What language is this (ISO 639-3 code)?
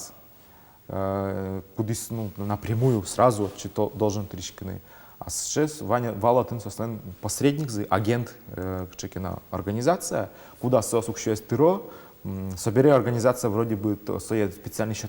udm